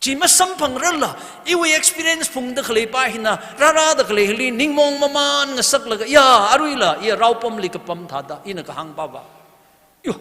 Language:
Tangkhul Naga (India)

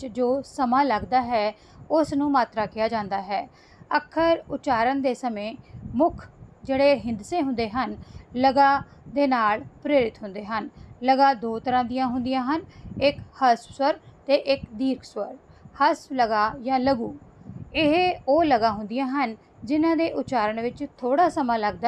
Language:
Punjabi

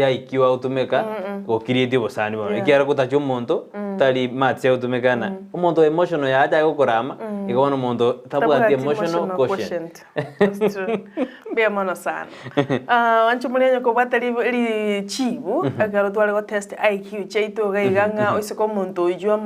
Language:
Gusii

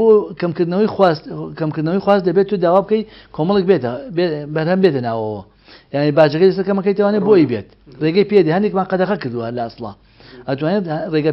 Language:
Central Kurdish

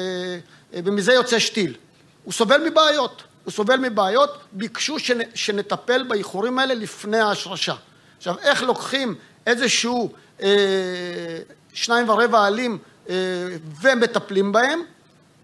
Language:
Hebrew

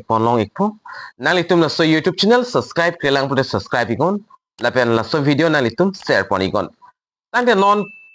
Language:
Karbi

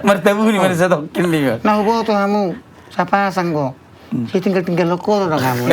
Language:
Batak Toba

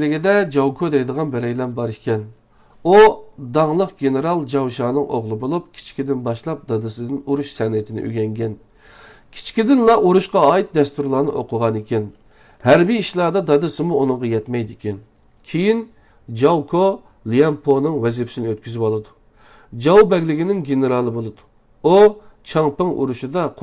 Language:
Uyghur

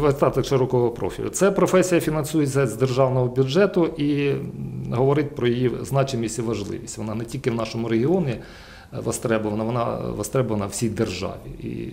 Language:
Ukrainian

